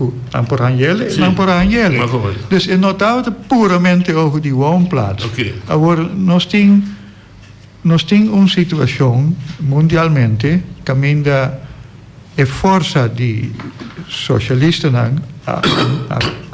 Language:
Papiamento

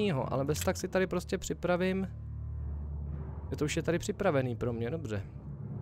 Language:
Czech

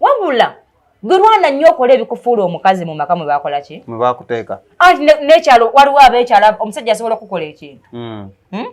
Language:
Ganda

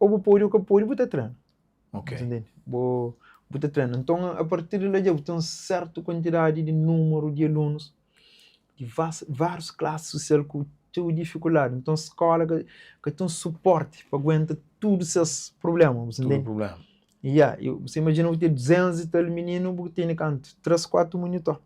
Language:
Kabuverdianu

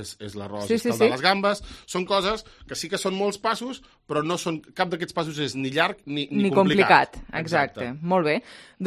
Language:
Catalan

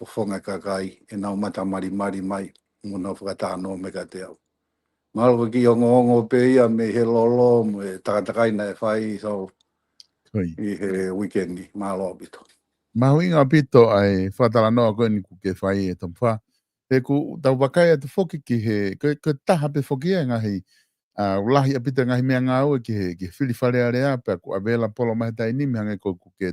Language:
Tongan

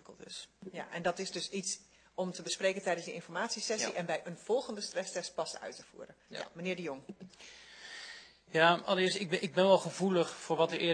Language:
Dutch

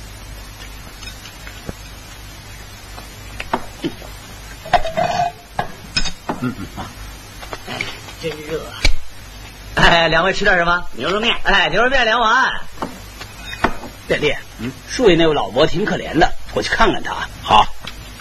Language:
Chinese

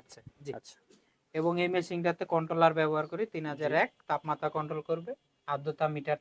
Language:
Bangla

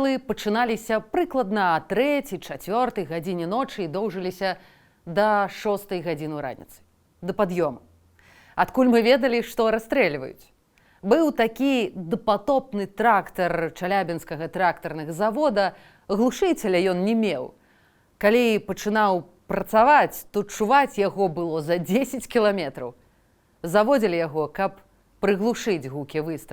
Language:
Belarusian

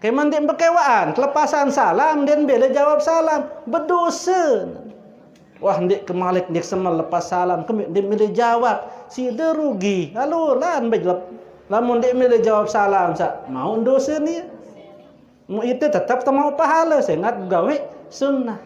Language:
Sasak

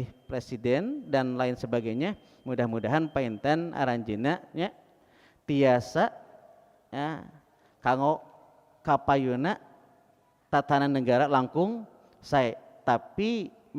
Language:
Sundanese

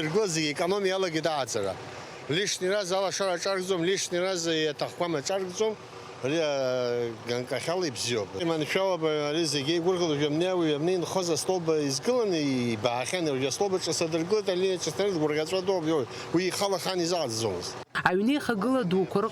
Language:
Abkhazian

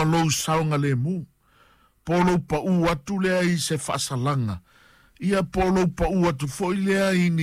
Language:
Samoan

